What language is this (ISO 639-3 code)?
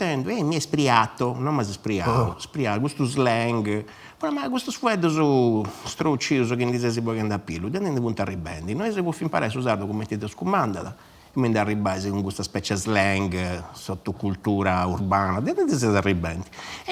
srd